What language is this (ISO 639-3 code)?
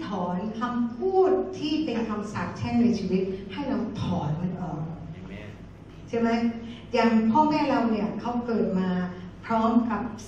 tha